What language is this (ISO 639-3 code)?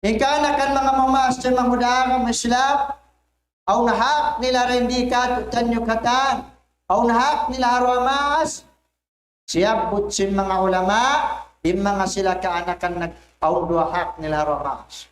tsg